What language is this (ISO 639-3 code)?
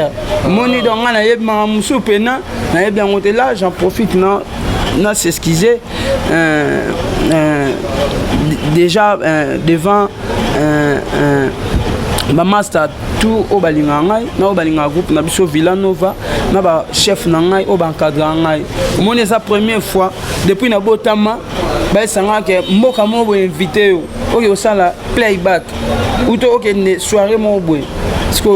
lin